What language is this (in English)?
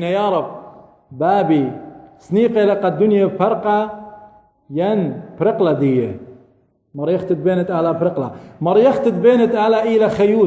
Assyrian Neo-Aramaic